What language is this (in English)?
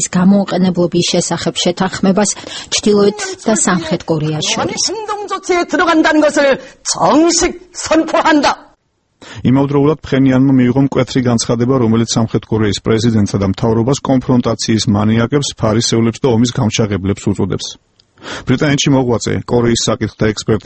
Georgian